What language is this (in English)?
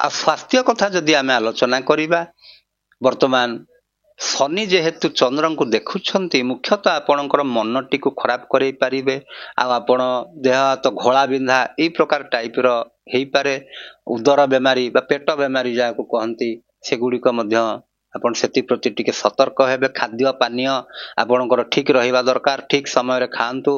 Odia